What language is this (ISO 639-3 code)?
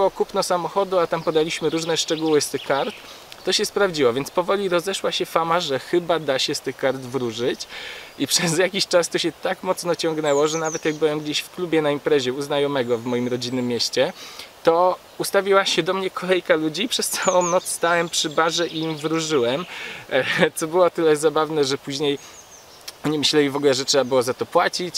pol